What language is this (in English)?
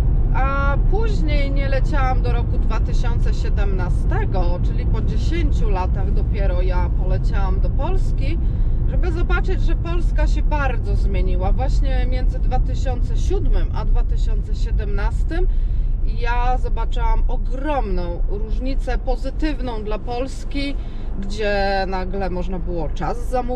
Polish